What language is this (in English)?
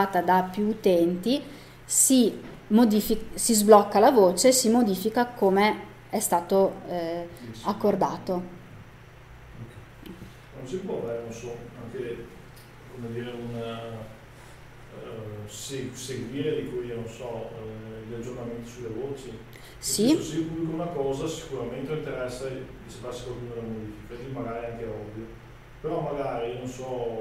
Italian